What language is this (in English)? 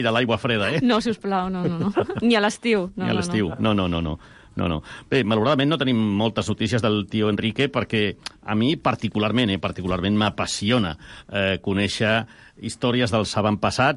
Catalan